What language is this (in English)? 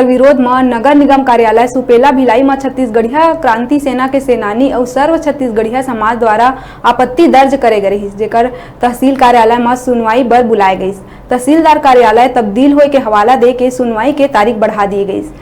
Chhattisgarhi